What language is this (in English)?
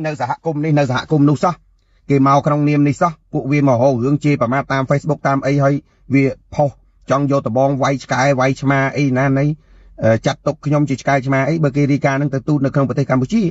Khmer